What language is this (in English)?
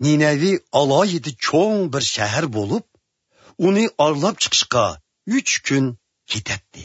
Uyghur